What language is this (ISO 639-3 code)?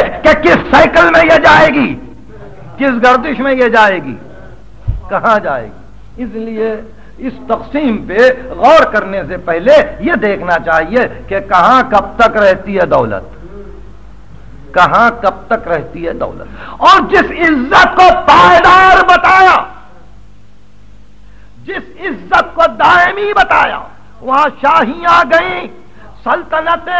urd